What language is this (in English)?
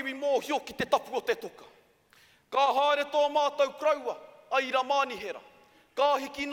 Māori